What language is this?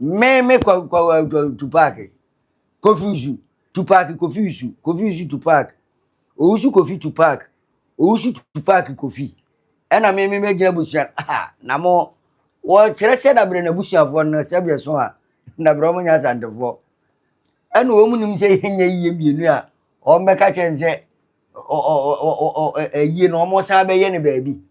Akan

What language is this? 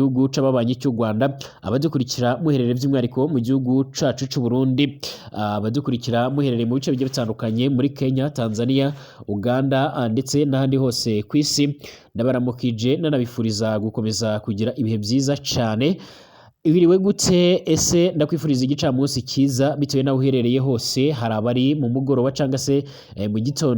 Rundi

